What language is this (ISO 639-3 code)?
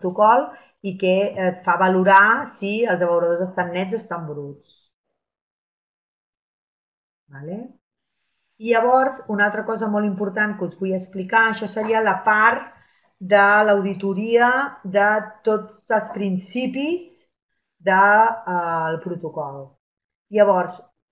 cat